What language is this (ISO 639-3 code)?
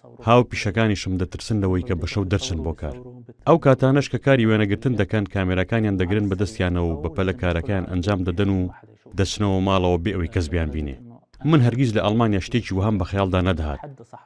ckb